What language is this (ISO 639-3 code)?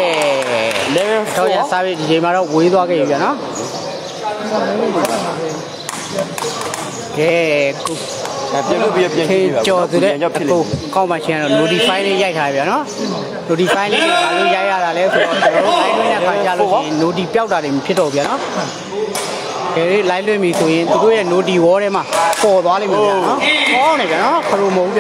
mya